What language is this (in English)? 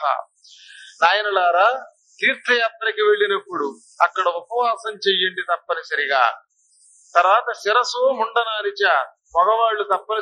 Telugu